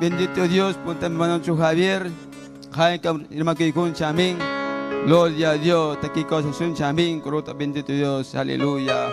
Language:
Ayacucho Quechua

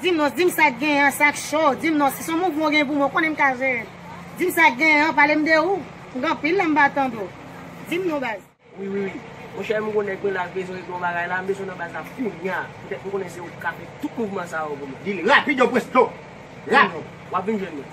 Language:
Haitian Creole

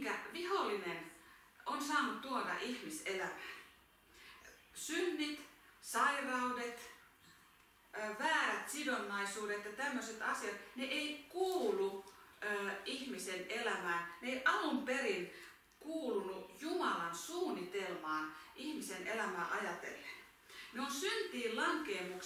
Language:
Finnish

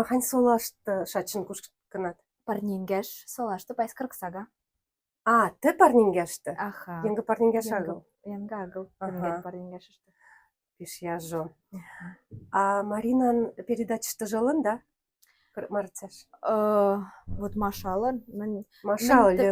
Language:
Western Mari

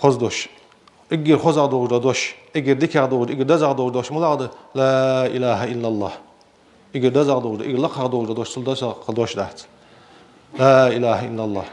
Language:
Ingush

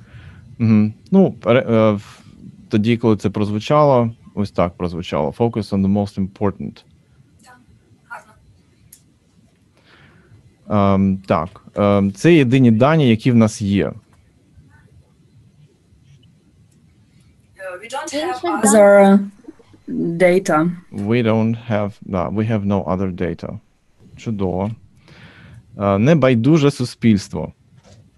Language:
Ukrainian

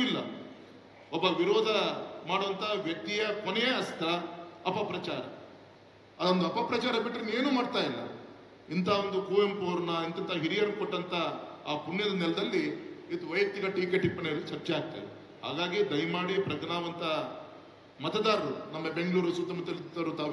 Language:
Kannada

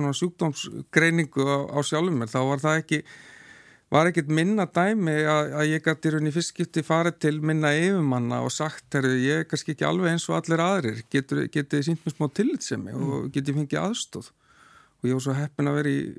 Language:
Icelandic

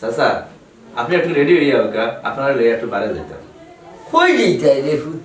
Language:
Sylheti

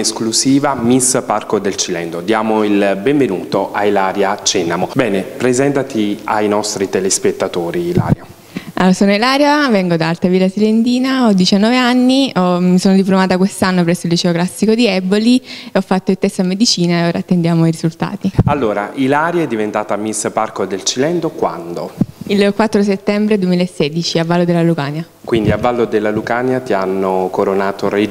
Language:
Italian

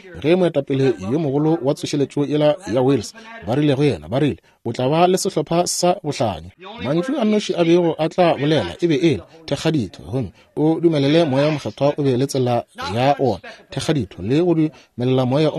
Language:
Northern Sotho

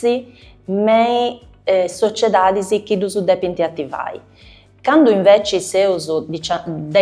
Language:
Sardinian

